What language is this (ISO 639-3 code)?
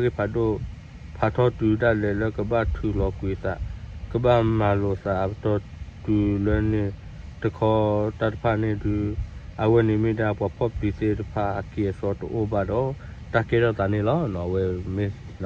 ksw